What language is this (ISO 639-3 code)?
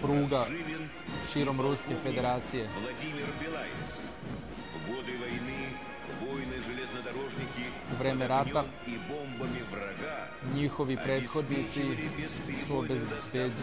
srp